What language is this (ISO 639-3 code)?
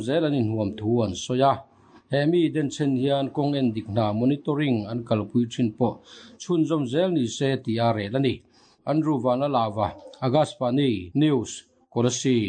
lus